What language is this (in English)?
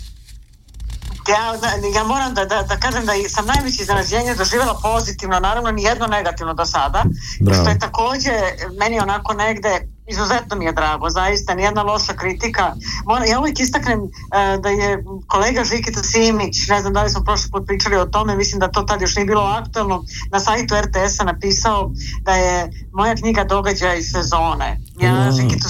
Serbian